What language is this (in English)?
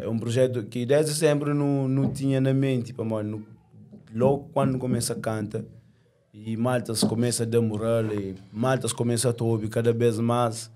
Kabuverdianu